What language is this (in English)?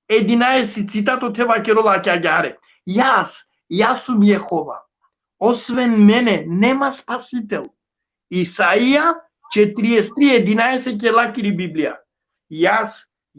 Balkan Romani